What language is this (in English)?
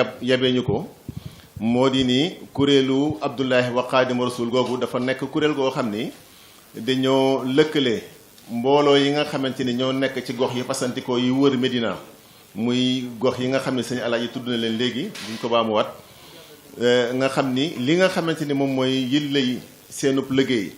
Wolof